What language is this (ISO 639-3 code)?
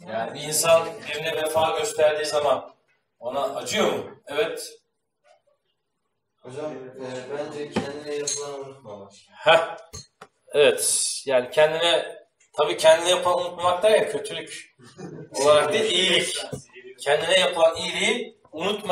tur